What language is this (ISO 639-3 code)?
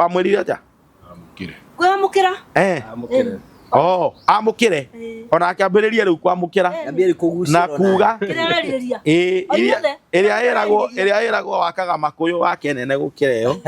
kik